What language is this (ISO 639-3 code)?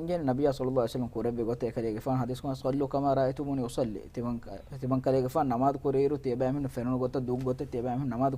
div